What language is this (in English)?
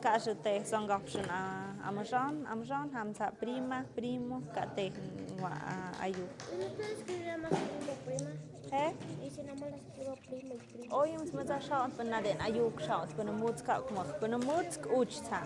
Tlahuitoltepec Mixe